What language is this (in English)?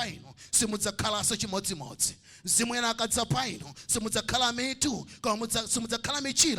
Nyanja